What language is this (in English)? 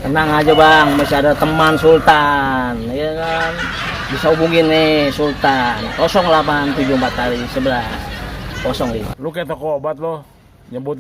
Betawi